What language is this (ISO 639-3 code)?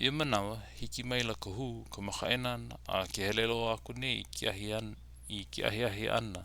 haw